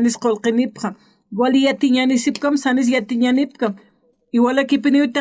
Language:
Aymara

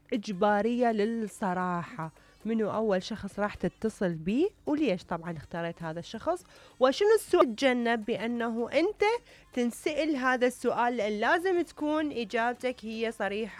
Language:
Mesopotamian Arabic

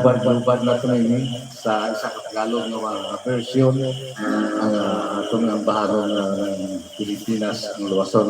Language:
Hiligaynon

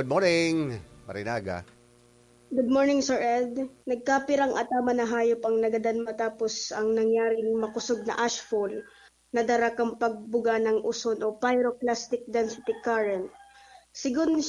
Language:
Bikol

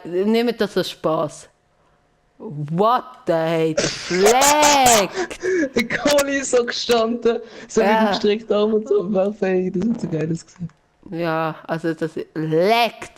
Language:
Swiss German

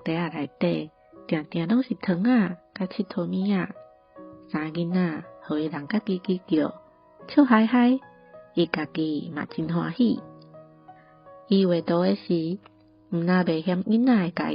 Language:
Min Nan Chinese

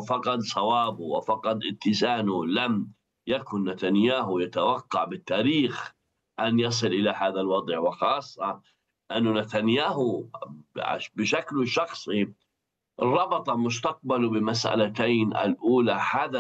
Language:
Arabic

